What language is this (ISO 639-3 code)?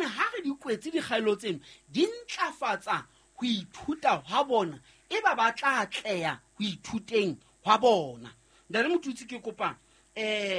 sot